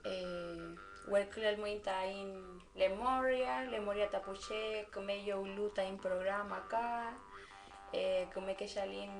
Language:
Mapuche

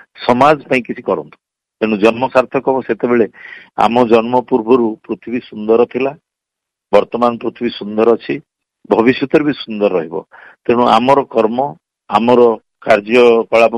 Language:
Odia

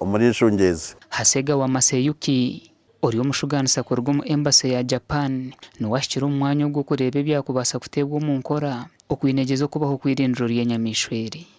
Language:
Nyankole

